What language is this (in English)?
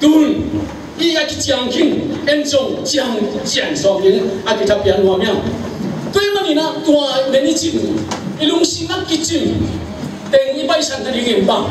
Tedim Chin